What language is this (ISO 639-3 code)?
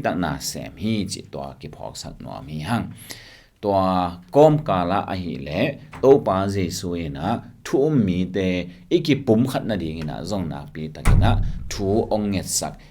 ctd